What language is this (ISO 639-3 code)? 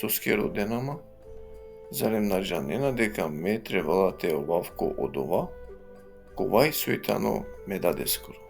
rmn